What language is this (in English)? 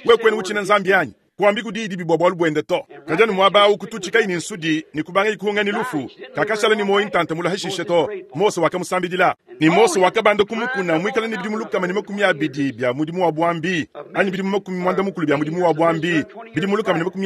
Luba-Lulua